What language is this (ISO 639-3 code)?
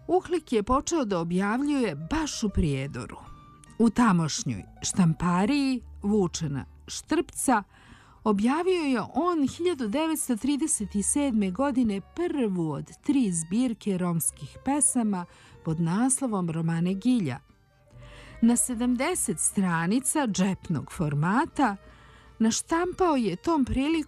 srp